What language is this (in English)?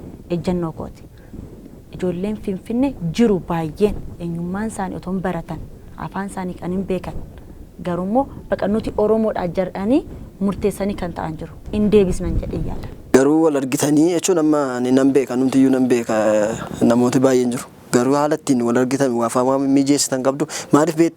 Oromo